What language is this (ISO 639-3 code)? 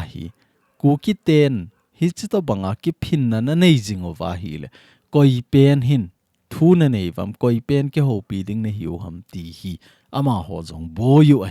tcz